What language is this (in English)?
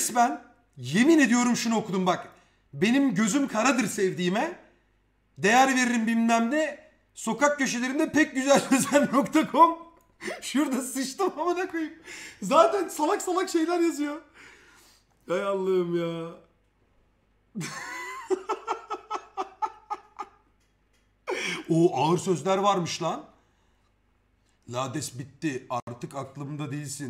Turkish